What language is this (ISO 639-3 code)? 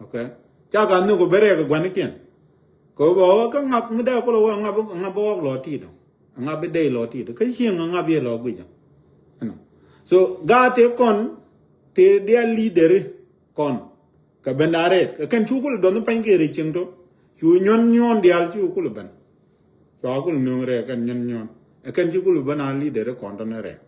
nus